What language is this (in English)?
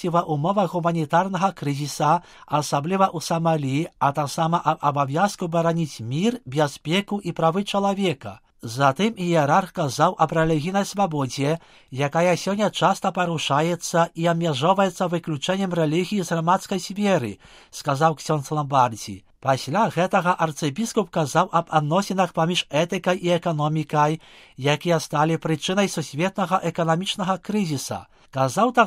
Belarusian